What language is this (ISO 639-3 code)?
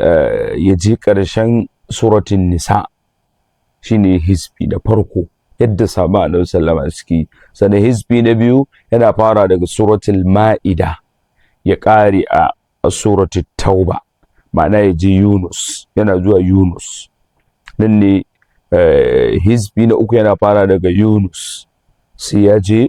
hau